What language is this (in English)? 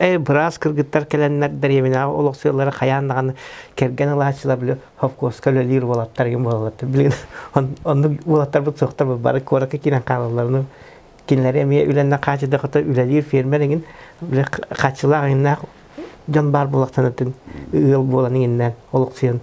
Yakut